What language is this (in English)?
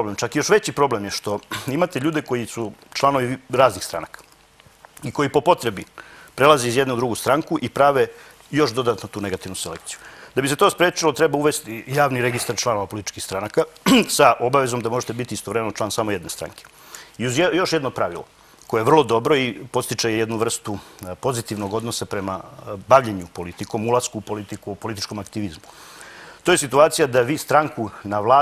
Serbian